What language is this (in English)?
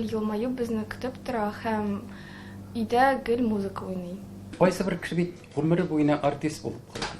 Tatar